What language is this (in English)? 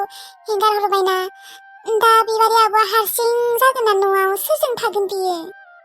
Bodo